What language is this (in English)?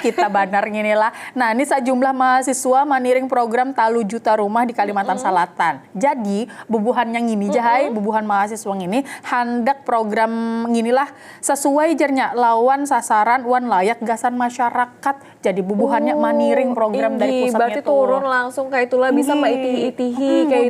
Banjar